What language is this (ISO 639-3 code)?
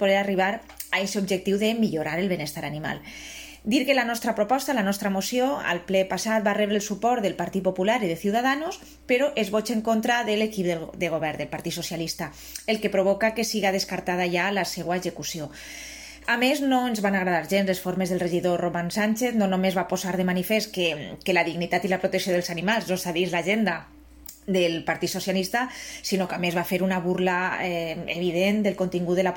cat